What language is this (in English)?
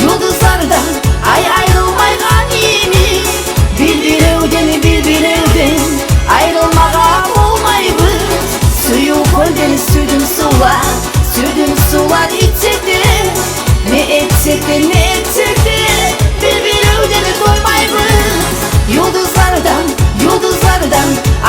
Kumyk